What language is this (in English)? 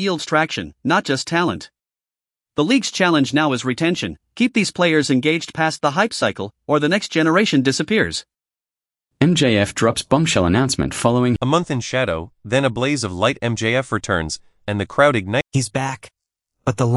English